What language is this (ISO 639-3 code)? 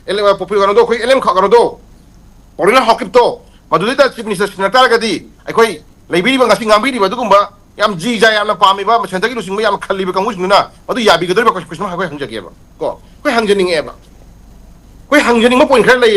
mni